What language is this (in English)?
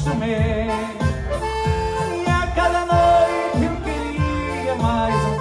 Portuguese